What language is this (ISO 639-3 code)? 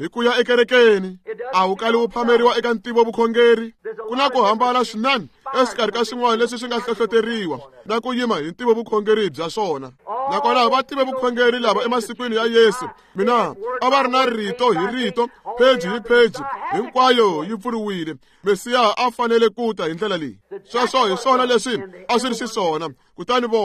tso